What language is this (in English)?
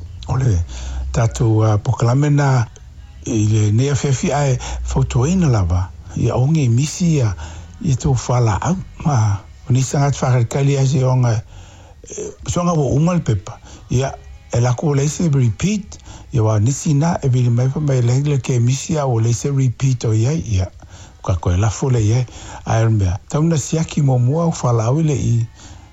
Samoan